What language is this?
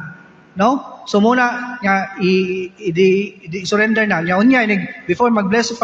Cebuano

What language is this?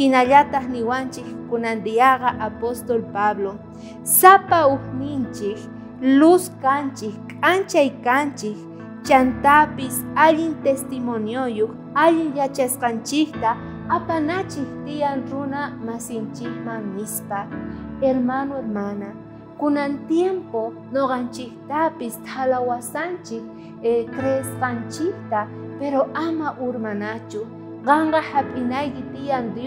South Bolivian Quechua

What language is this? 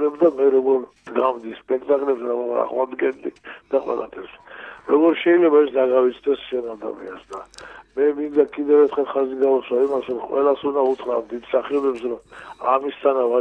Georgian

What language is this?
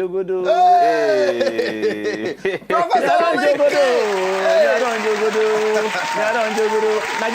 Nigerian Pidgin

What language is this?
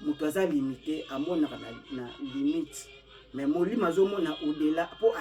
Lingala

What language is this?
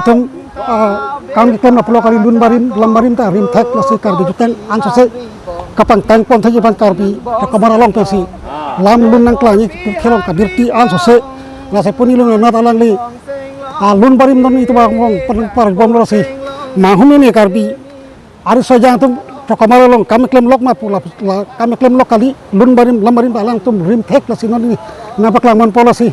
Karbi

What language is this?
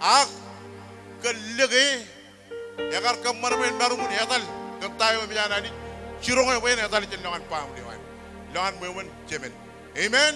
Marshallese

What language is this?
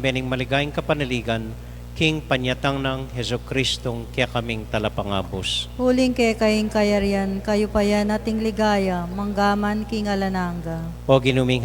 Pampanga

